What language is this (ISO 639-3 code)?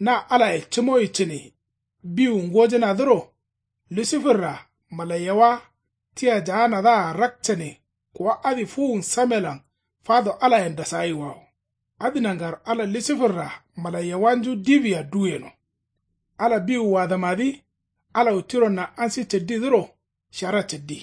kau